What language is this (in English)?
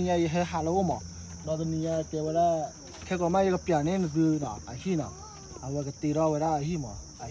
S'gaw Karen